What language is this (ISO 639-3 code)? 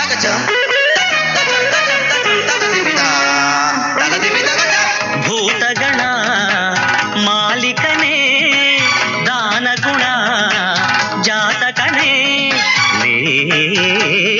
kan